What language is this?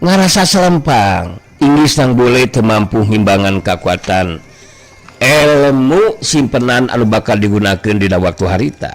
Sundanese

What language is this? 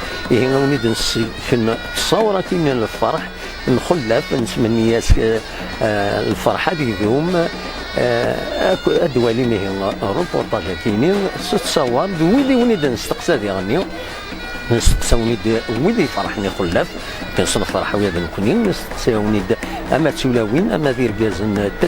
Kabyle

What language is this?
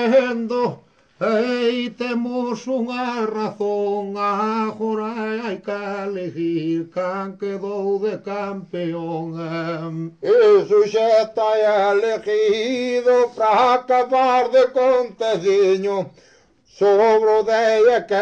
Galician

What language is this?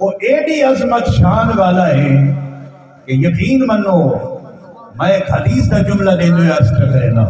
Saraiki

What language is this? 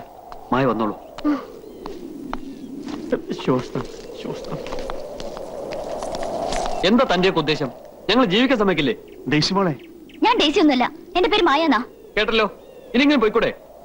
Malayalam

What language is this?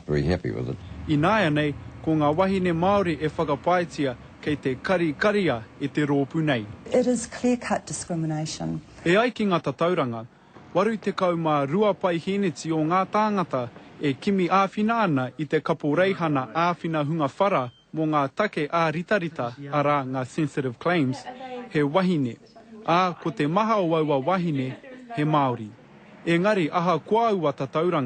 Māori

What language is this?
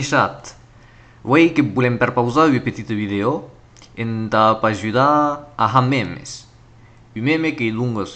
Occitan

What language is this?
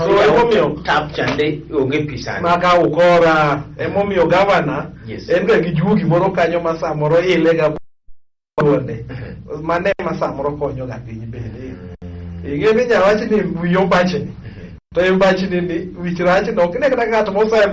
Luo (Kenya and Tanzania)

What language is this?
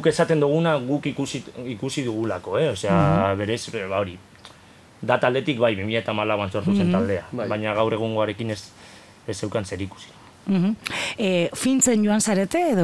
Basque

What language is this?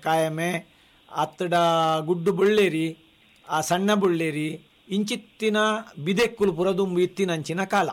Tulu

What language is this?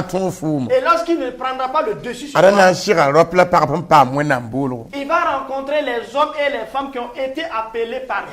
Mossi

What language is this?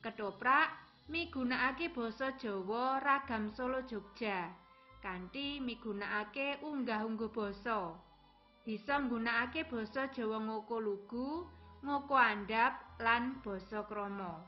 Javanese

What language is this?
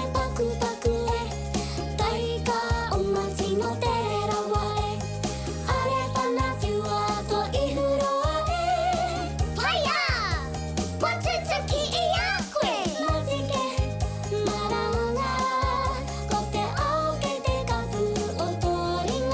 Māori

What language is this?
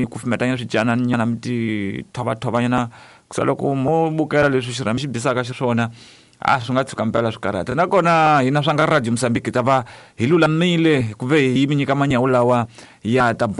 Tsonga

